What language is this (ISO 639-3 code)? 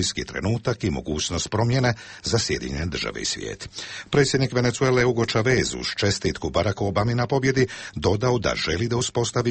hrv